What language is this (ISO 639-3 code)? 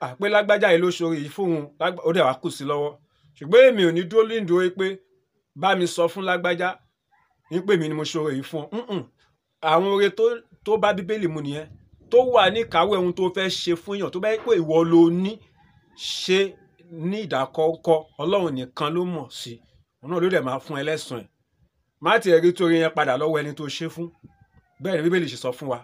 yor